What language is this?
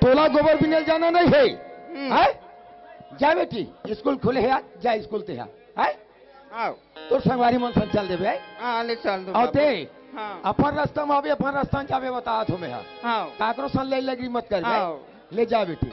Chhattisgarhi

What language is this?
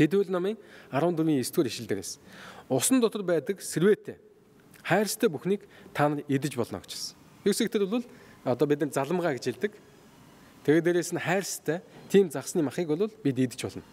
Mongolian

